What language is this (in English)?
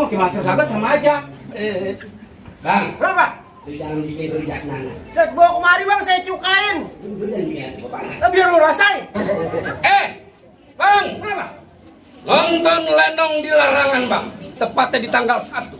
Betawi